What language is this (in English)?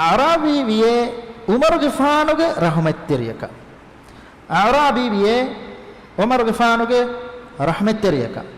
Divehi